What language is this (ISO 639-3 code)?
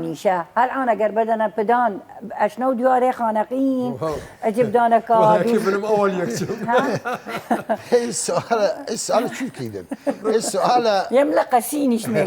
sdh